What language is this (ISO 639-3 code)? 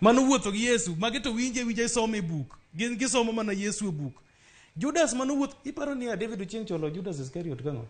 luo